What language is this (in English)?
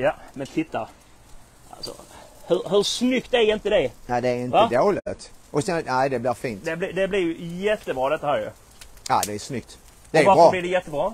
Swedish